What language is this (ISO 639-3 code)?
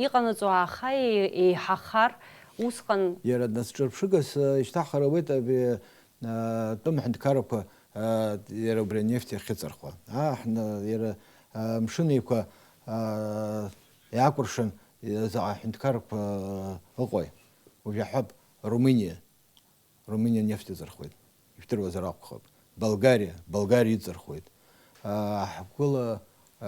abk